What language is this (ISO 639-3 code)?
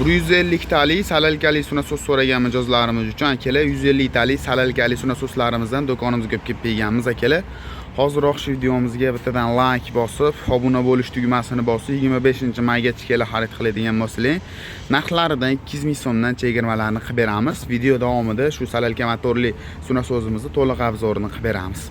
uzb